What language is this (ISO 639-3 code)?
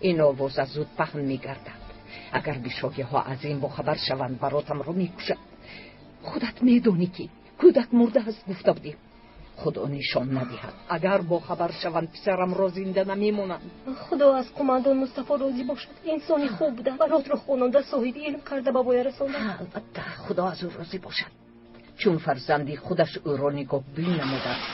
tgk